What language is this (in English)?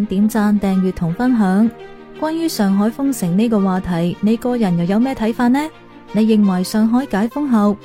Cantonese